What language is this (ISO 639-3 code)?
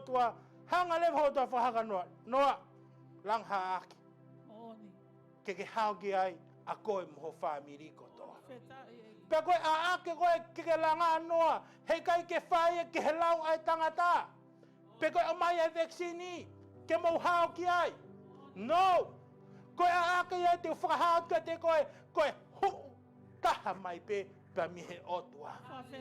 ton